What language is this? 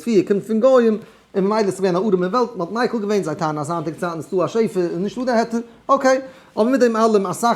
Yiddish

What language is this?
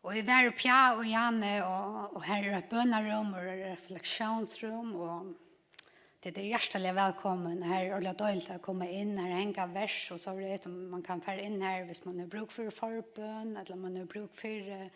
Faroese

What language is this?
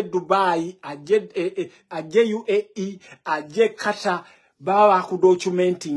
Ganda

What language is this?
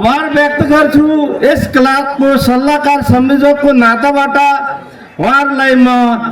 Nepali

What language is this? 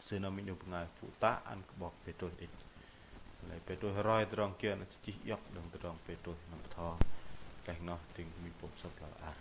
Bahnar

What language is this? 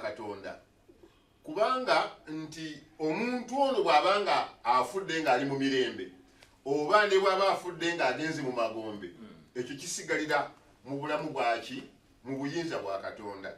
Ganda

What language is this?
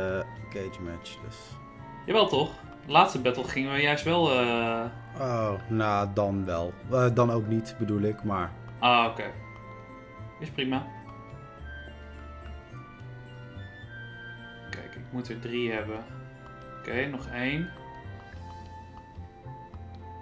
Dutch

